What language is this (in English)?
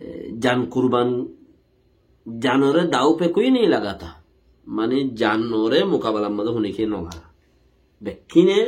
Rohingya